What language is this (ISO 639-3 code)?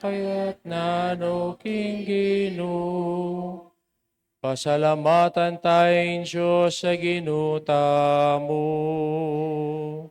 pam